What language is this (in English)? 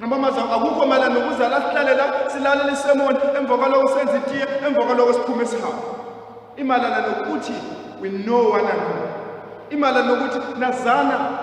Zulu